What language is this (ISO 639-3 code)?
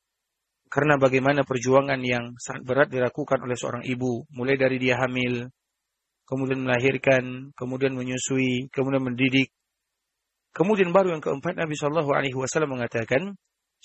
ind